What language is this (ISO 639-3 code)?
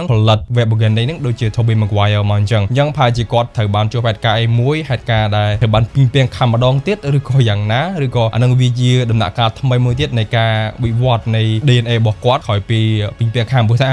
khm